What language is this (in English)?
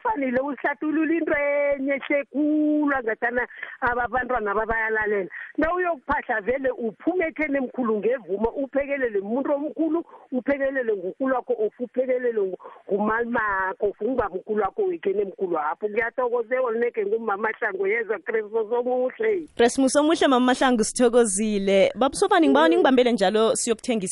South Ndebele